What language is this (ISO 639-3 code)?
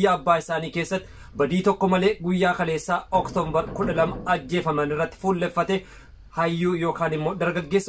orm